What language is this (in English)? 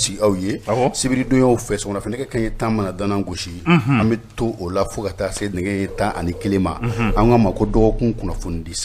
Bambara